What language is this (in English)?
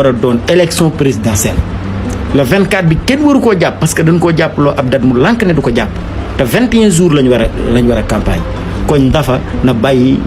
Wolof